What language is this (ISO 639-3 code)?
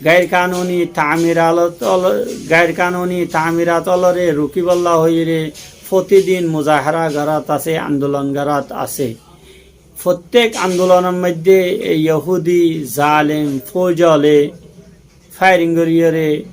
rhg